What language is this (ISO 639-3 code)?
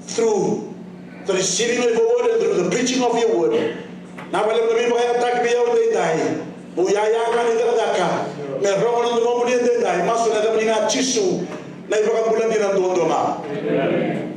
fij